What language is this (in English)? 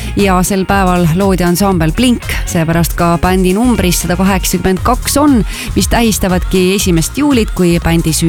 Estonian